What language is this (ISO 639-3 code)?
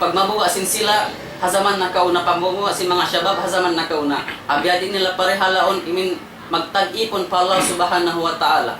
tsg